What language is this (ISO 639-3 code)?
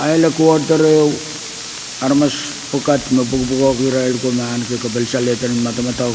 pon